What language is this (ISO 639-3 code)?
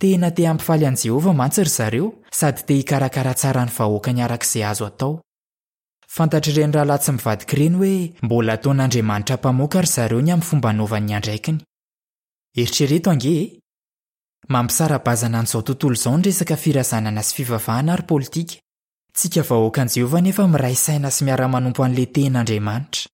mlg